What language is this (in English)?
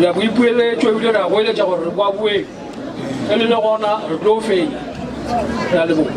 Northern Sotho